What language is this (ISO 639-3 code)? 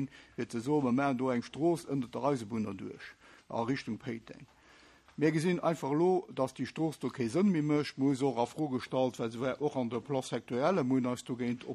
ltz